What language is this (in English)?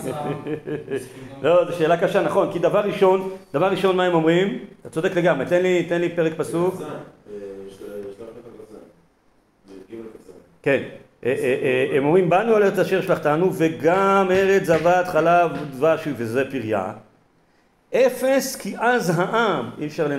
Hebrew